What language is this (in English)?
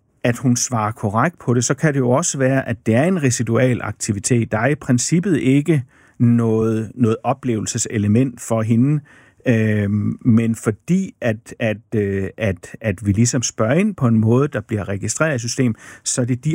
Danish